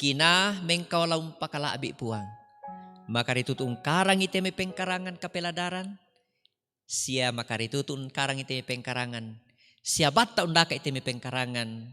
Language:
Toraja-Sa'dan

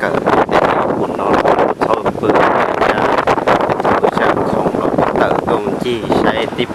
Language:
Hmong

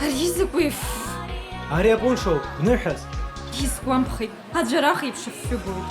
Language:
Abkhazian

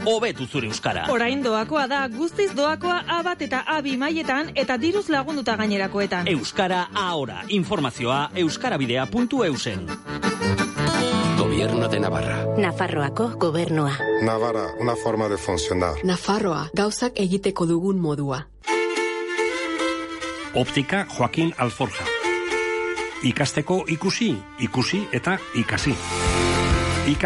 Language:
Basque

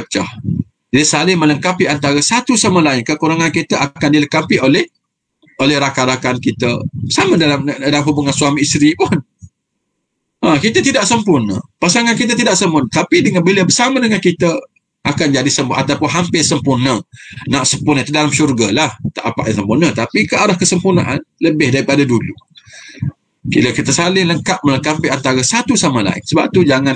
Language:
Malay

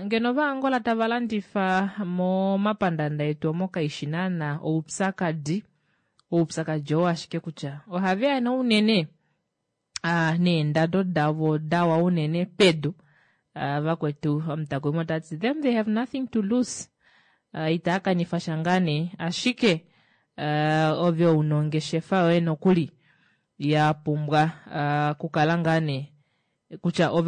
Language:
Kuanyama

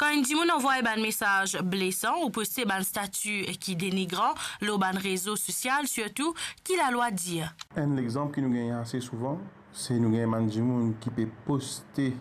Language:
Morisyen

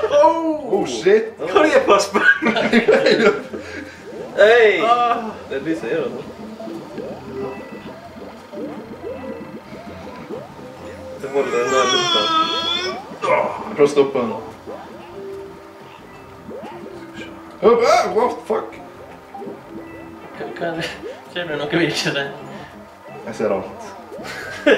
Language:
Norwegian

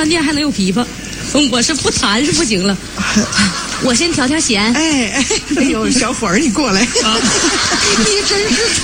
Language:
Chinese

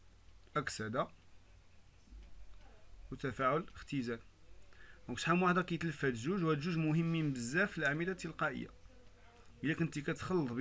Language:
Moroccan Arabic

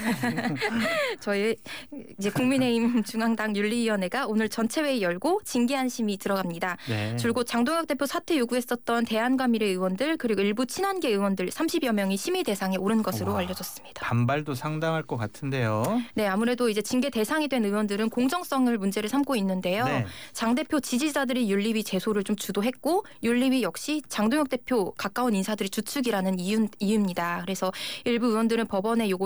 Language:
Korean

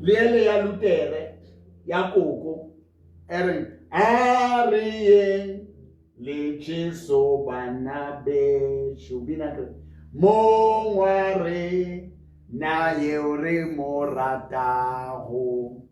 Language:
Southern Sotho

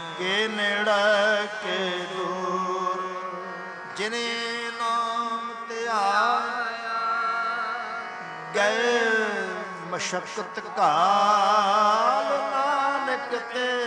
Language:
Punjabi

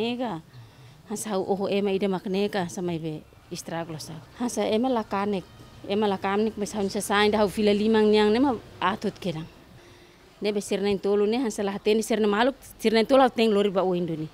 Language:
Tetum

